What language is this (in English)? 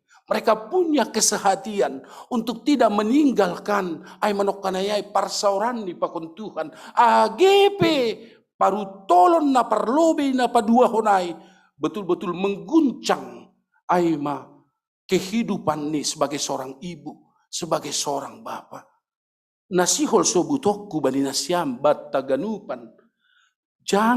Batak Simalungun